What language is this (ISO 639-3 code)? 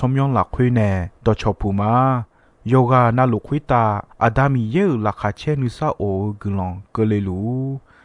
ahk